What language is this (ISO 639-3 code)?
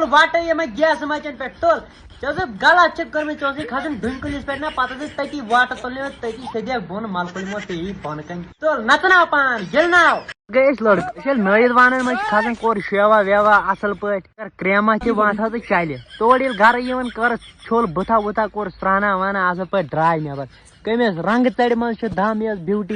kas